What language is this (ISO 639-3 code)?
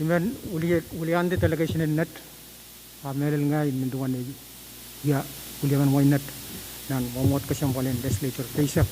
pon